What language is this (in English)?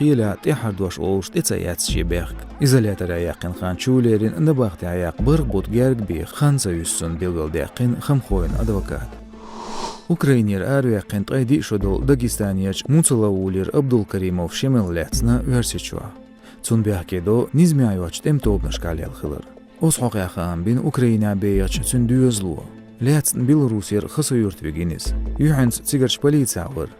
Chechen